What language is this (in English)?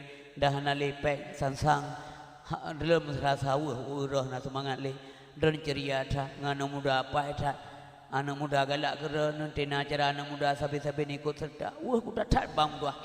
Achinese